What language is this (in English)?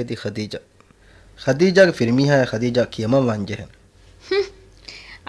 Divehi